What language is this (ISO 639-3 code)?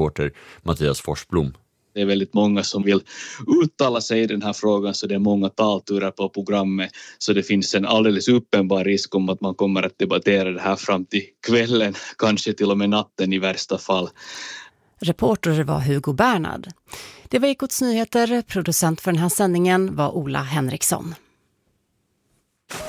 swe